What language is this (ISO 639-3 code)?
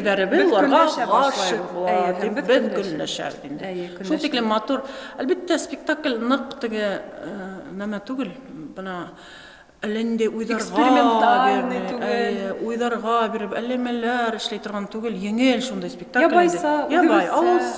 bak